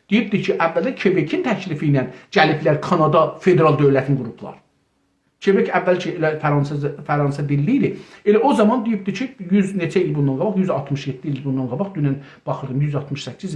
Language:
South Azerbaijani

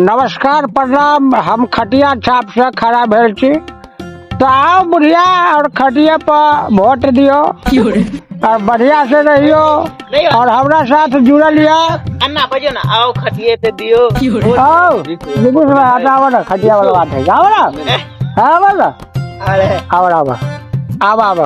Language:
Maithili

